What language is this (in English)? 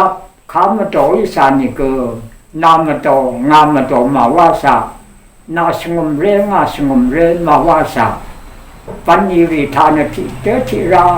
Rawang